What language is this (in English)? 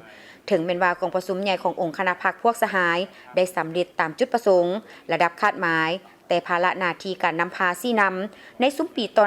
Lao